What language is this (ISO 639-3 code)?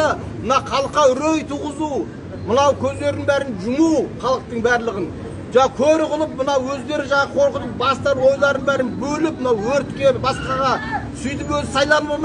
kaz